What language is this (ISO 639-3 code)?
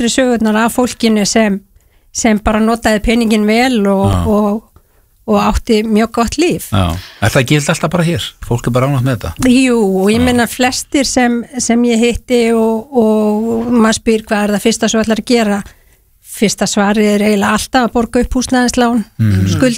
isl